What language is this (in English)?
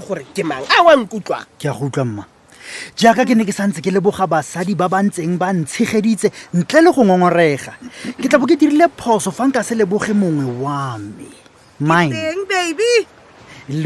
Tswana